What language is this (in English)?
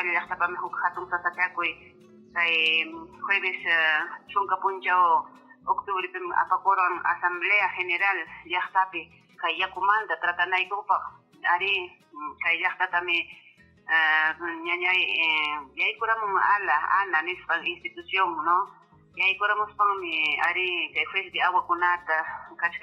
Ayacucho Quechua